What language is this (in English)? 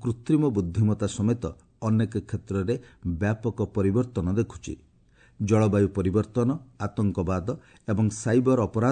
Odia